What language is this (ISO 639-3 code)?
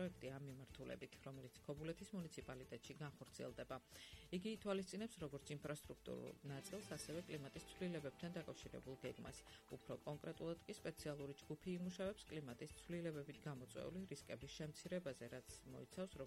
kat